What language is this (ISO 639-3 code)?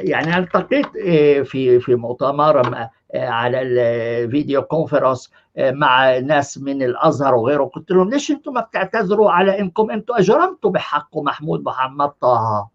apc